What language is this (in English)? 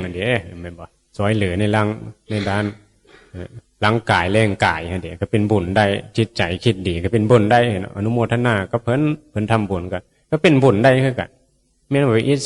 Northeastern Thai